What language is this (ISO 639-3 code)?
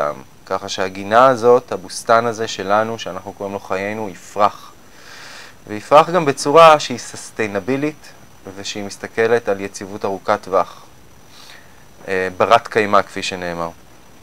heb